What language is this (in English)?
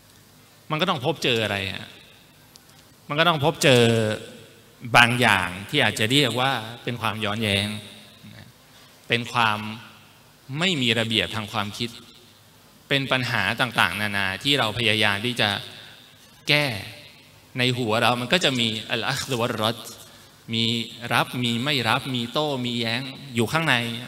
Thai